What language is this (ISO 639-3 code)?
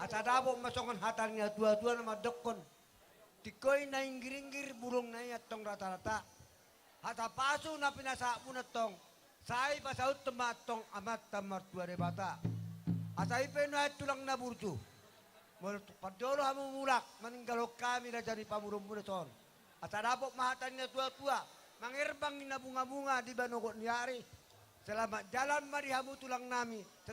bbc